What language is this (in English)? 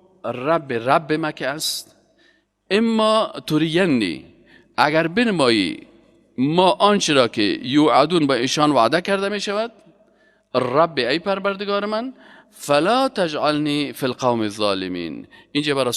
Persian